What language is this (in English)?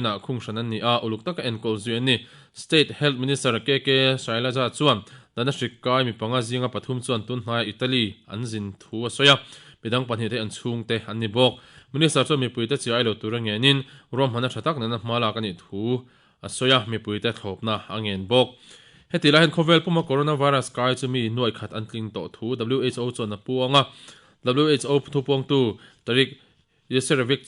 Mizo